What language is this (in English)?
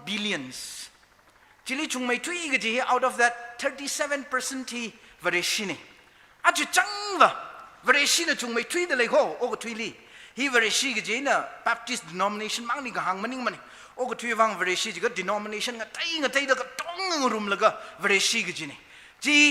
Tangkhul Naga (India)